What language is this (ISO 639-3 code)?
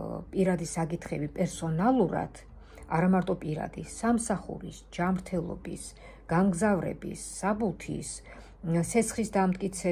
kat